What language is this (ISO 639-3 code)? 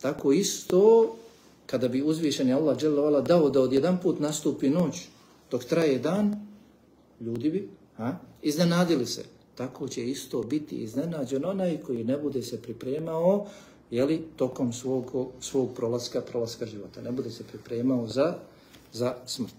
bos